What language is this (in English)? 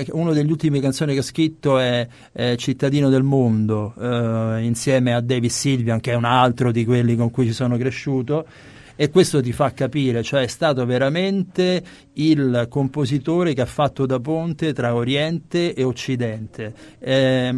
Italian